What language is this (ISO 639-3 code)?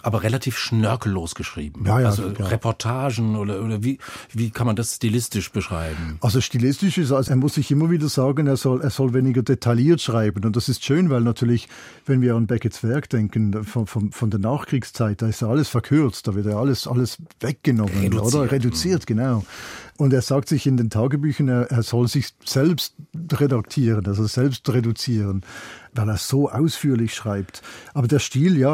deu